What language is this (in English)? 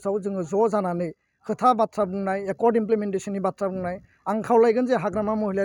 Bodo